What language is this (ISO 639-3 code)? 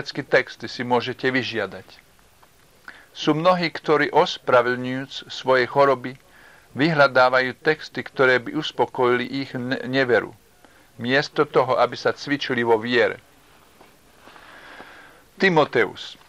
slk